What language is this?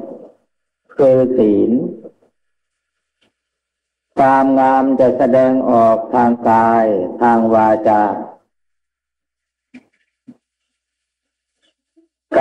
Thai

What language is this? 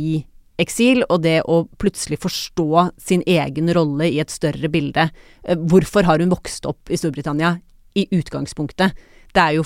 Norwegian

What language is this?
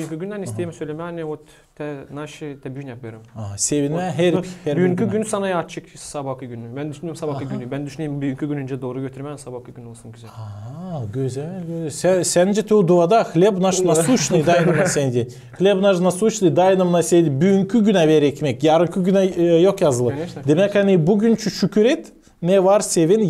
Gagauz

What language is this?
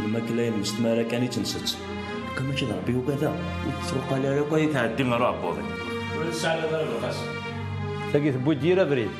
Kabyle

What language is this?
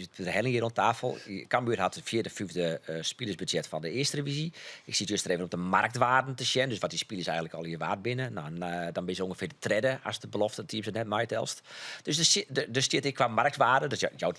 Western Frisian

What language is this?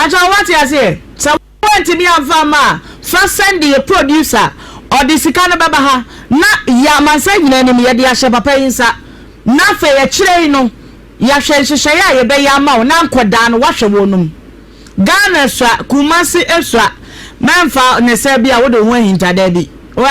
Akan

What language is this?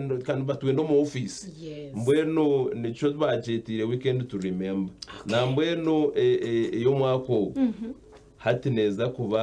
Nyankole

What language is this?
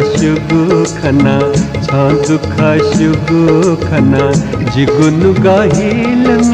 Newari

